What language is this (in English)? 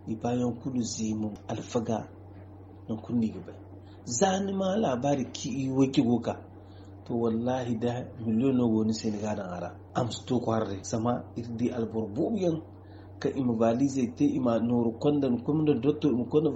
Zarma